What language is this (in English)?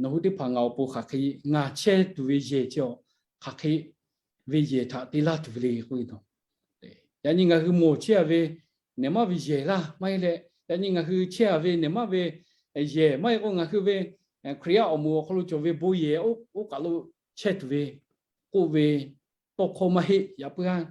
Lahu